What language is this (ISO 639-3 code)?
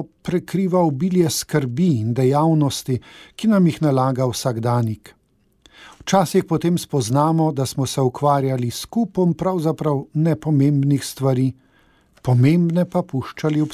slv